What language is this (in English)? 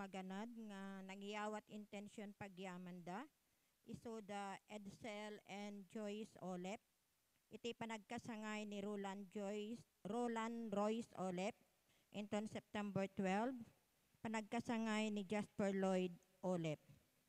Iloko